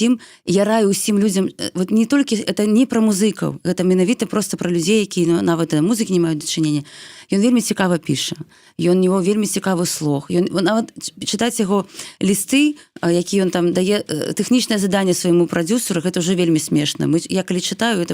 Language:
Belarusian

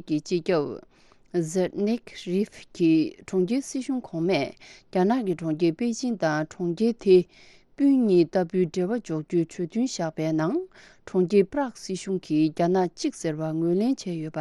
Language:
Tibetan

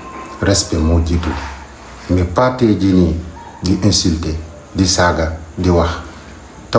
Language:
Wolof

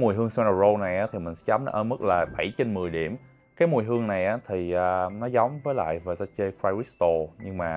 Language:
Vietnamese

